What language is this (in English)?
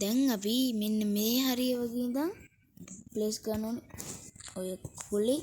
Sinhala